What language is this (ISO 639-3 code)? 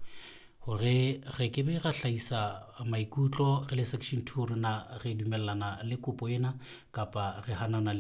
sot